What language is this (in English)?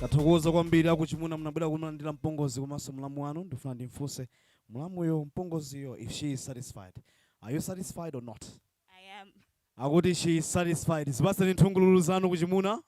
Nyanja